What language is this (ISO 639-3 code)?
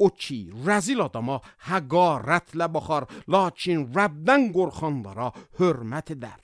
aze